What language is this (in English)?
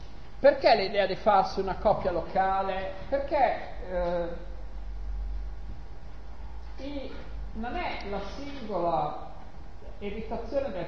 Italian